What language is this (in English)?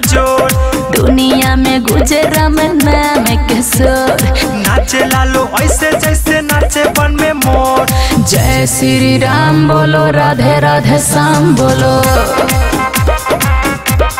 Bhojpuri